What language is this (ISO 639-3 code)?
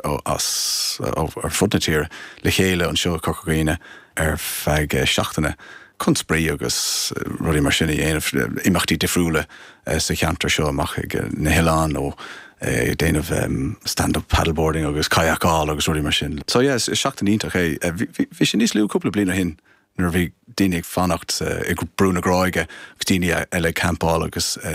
gle